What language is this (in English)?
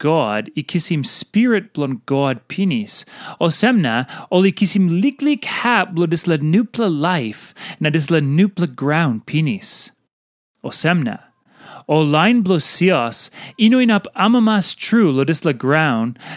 Tok Pisin